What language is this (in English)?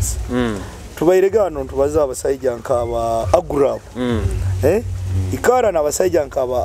Nyoro